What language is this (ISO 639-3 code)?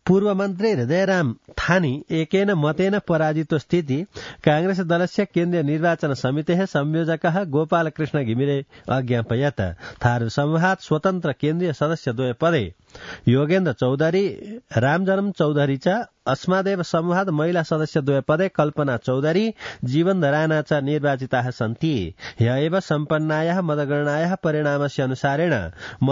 san